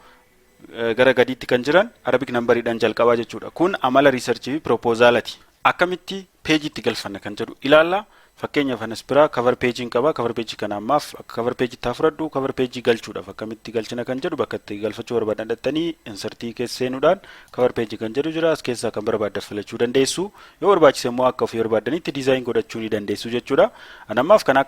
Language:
Oromo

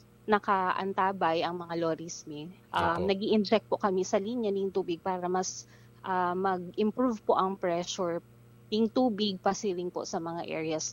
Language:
Bikol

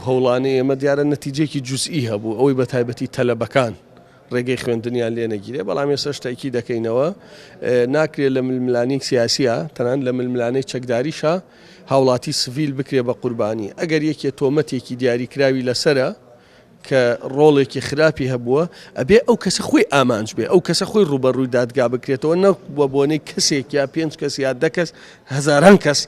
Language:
Central Kurdish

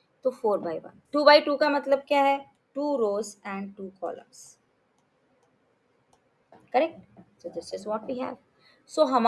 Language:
Hindi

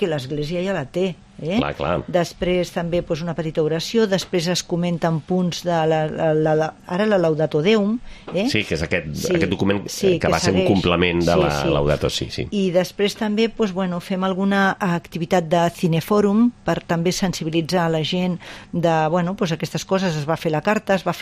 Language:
Catalan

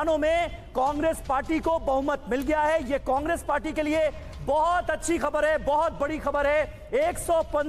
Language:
Hindi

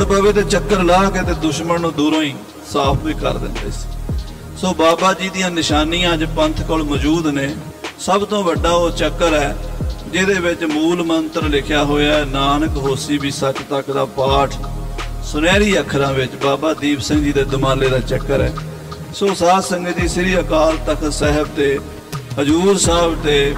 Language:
Punjabi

